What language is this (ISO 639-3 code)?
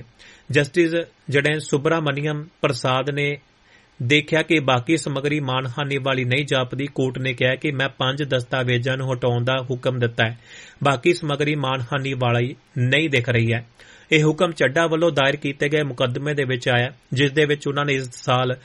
pan